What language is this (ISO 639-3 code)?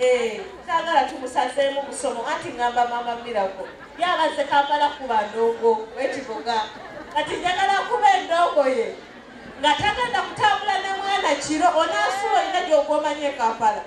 lug